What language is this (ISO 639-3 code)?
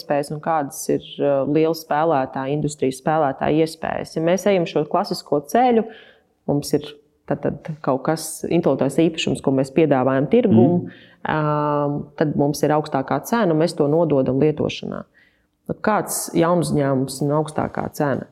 lav